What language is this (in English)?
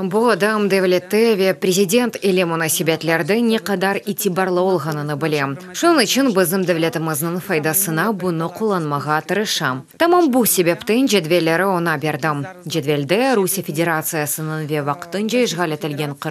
Crimean Tatar